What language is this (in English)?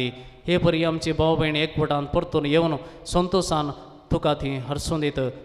Konkani